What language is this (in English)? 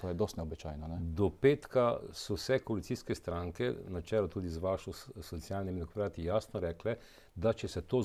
Slovenian